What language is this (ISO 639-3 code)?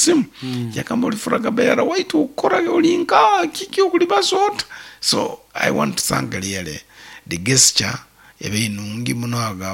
nyo